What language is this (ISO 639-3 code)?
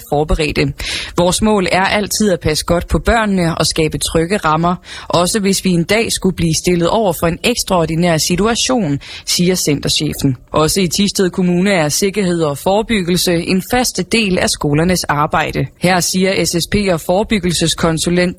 dan